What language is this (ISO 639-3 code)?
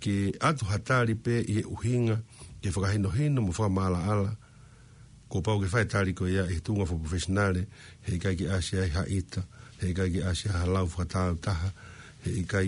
ton